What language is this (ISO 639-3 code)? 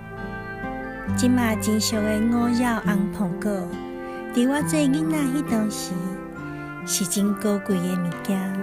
nan